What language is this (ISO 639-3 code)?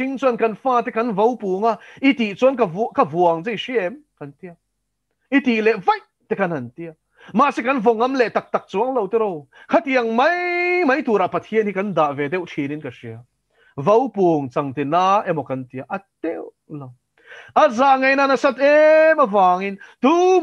lus